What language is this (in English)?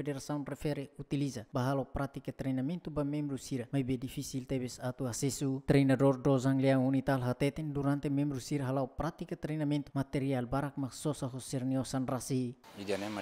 Tetum